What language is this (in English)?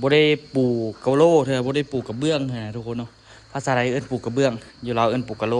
Lao